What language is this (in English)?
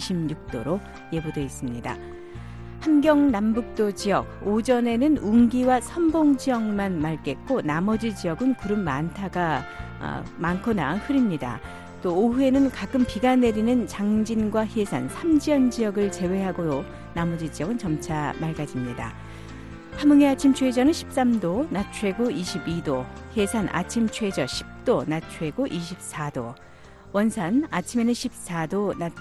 Korean